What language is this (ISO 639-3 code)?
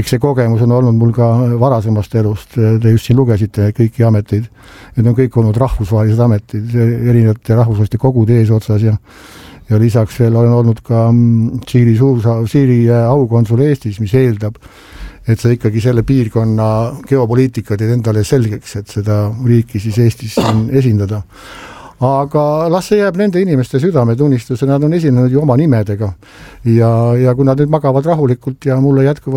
est